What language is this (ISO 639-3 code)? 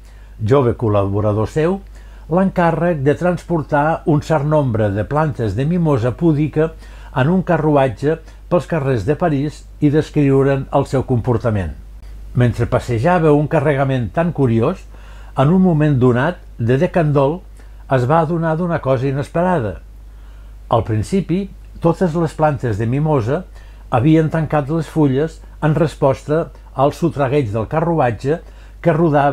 cat